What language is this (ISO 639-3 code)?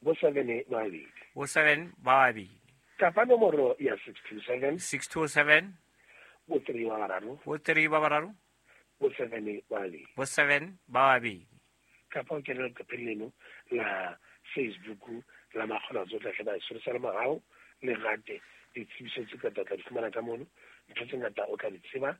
sot